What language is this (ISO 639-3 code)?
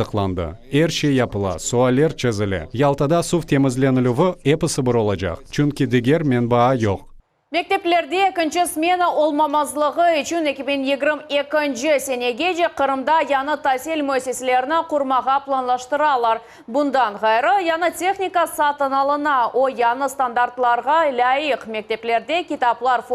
crh